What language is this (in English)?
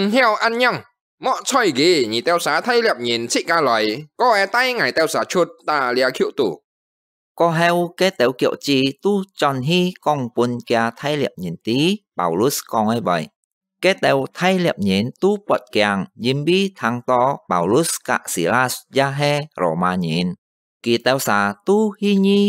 Hakka Chinese